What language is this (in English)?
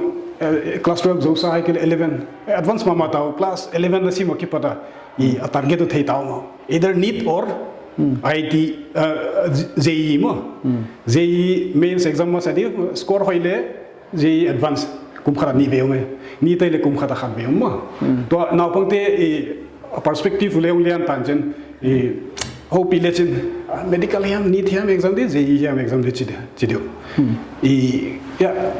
Paite Chin